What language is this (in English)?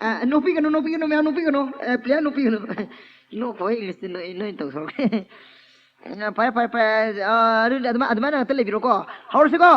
Manipuri